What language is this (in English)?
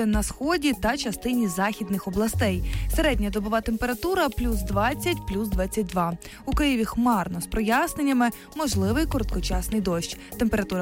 Ukrainian